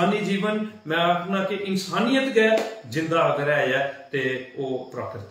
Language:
Dogri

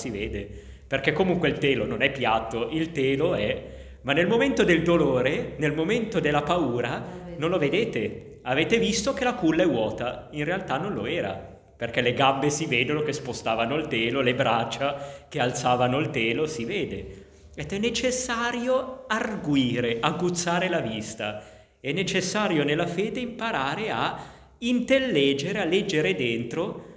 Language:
Italian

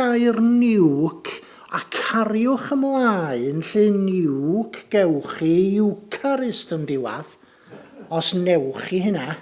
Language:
Welsh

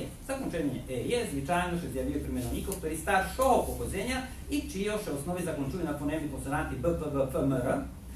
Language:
Rusyn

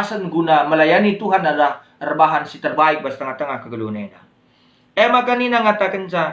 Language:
Batak Karo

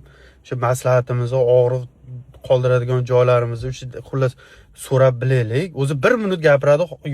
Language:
Uzbek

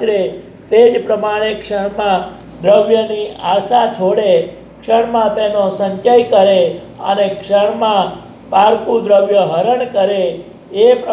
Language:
Gujarati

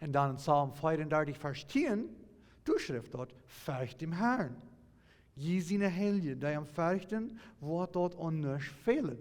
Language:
Plautdietsch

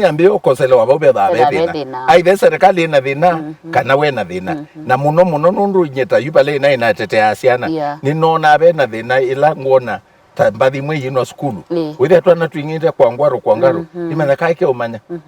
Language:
Kamba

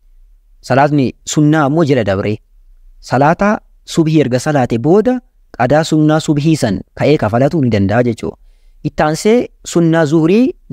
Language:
Oromo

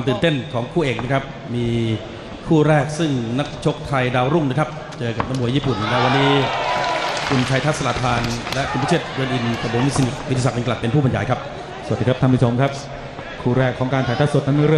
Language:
Thai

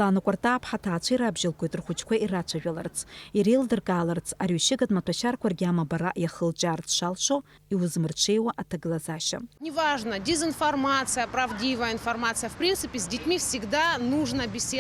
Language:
Abkhazian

